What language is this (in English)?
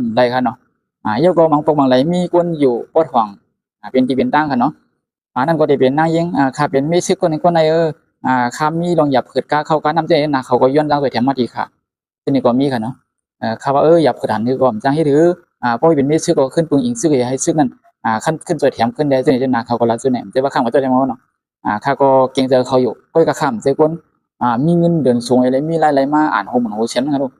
Shan